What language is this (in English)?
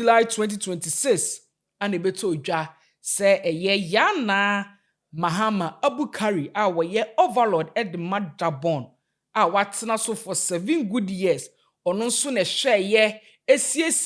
Akan